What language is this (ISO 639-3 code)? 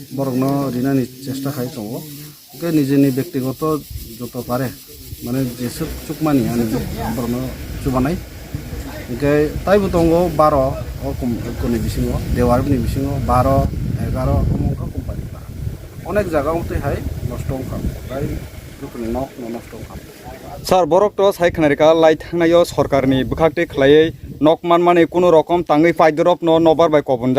trp